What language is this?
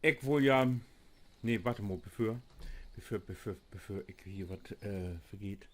Low German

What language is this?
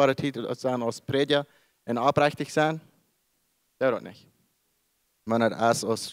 Plautdietsch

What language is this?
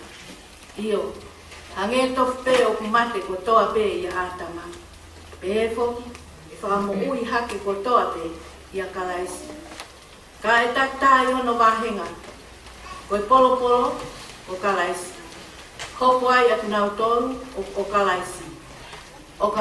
Tongan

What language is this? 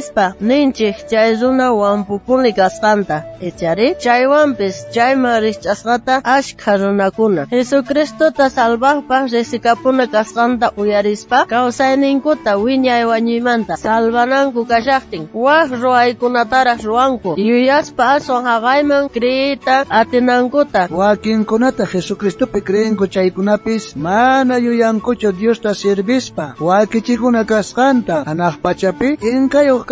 South Bolivian Quechua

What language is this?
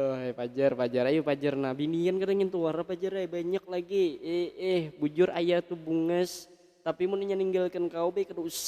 Banjar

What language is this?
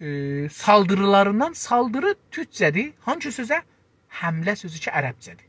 South Azerbaijani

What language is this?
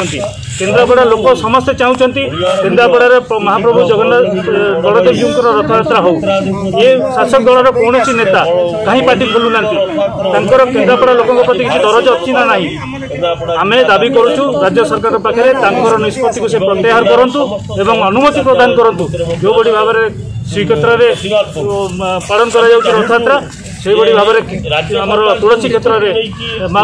Odia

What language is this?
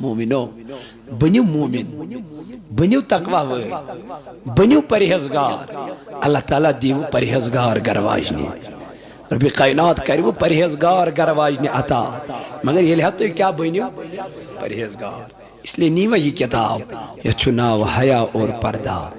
Kashmiri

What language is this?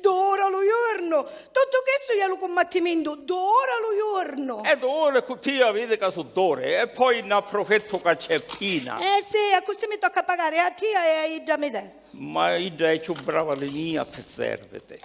Sicilian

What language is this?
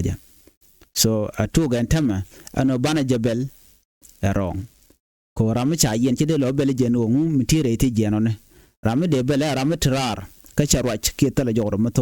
Nuer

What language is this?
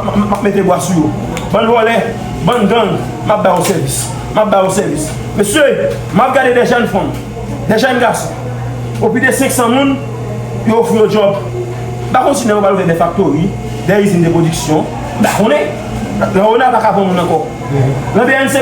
Haitian Creole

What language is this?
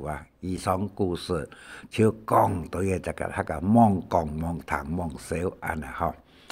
Hakka Chinese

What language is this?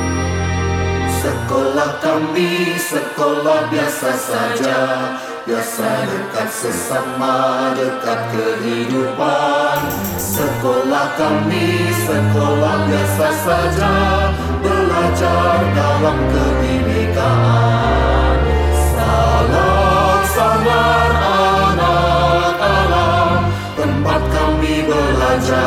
Indonesian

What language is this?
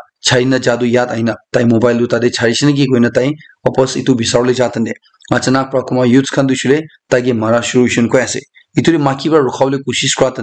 Naga Pidgin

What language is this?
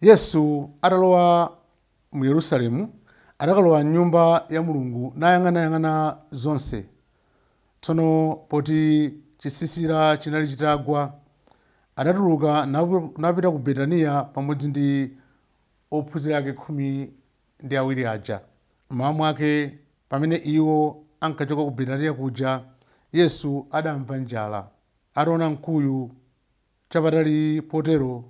Nyanja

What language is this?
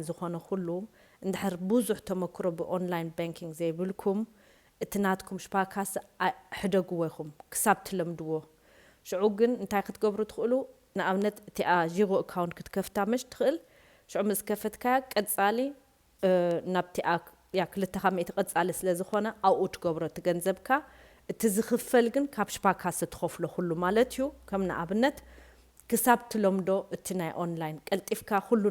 Tigrinya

